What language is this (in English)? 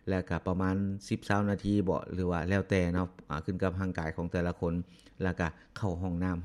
Lao